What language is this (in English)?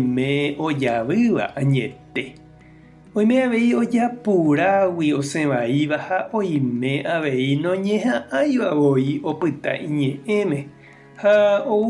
Guarani